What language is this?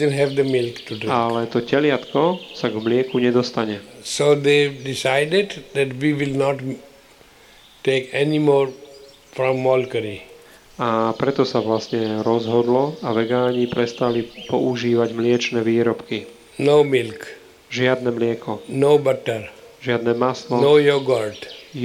Slovak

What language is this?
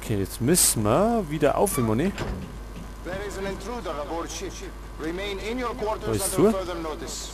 Bavarian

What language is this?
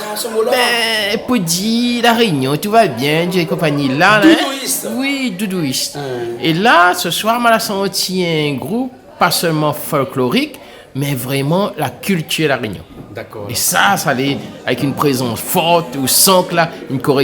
Réunion Creole French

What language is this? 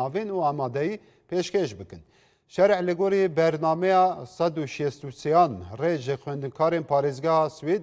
Kurdish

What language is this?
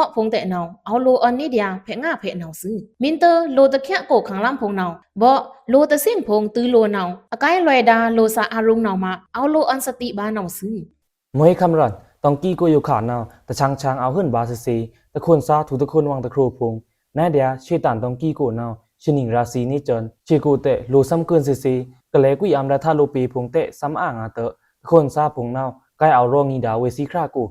Pa'o Karen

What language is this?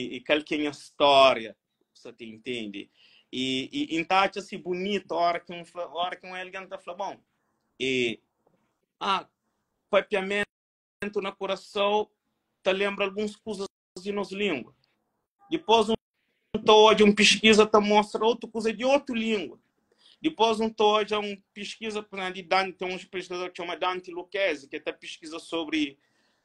Kabuverdianu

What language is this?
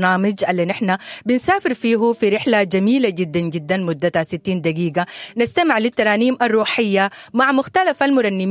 Sudanese Arabic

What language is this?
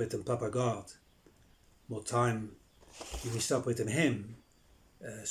Bislama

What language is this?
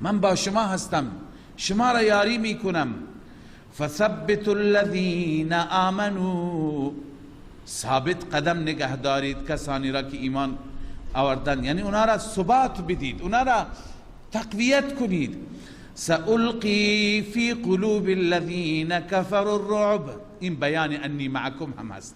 Persian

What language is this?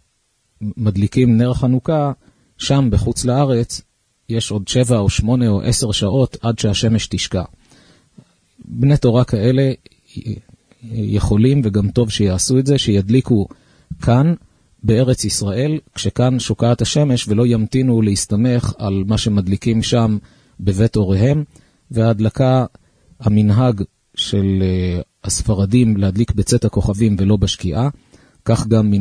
Hebrew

